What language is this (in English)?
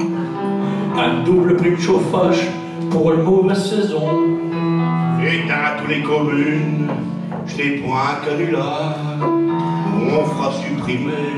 Picard